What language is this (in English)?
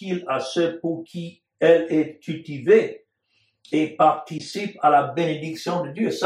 French